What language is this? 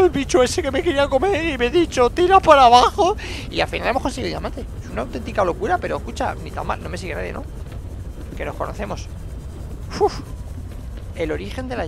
Spanish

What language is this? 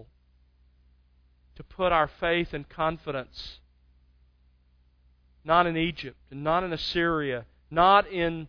English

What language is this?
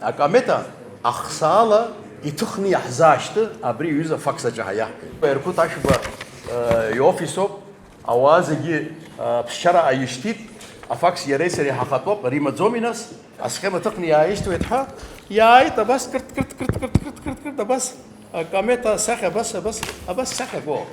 Abkhazian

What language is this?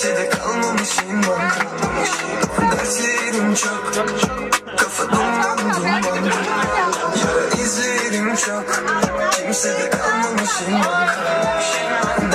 Turkish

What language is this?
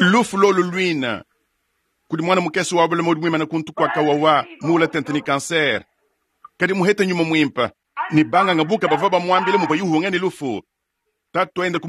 Luba-Lulua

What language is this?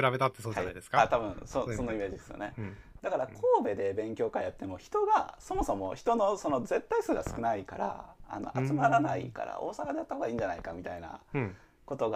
Japanese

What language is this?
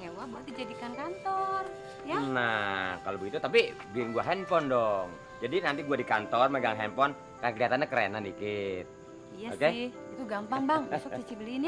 Betawi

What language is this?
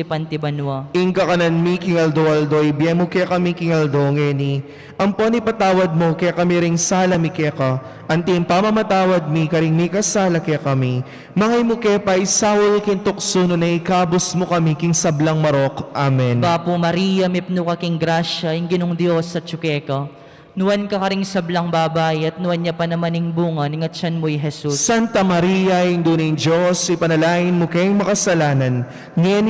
Pampanga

